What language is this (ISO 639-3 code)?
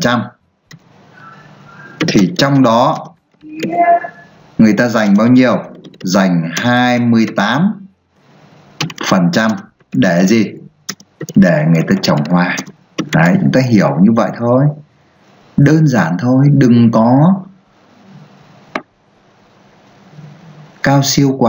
vie